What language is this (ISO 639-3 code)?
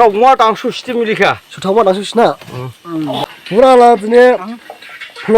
dis